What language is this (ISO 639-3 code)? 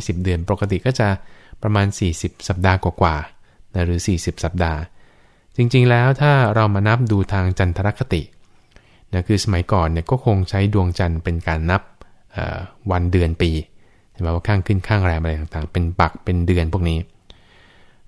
tha